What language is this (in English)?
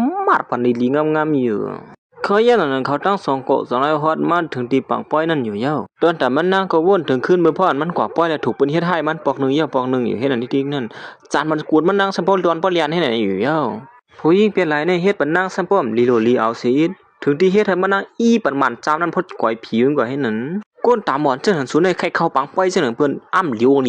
Shan